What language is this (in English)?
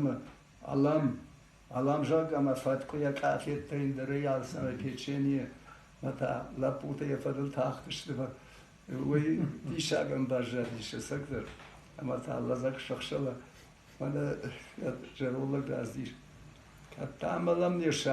Ossetic